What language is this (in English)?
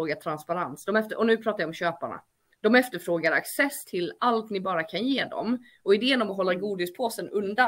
Swedish